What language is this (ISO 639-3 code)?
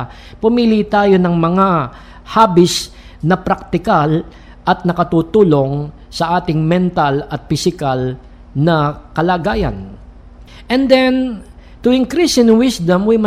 fil